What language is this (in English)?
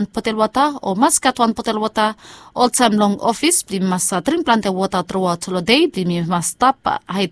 Bislama